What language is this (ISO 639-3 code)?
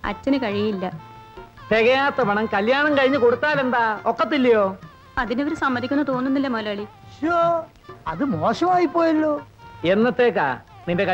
mal